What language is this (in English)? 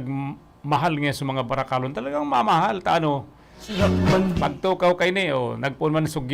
Bikol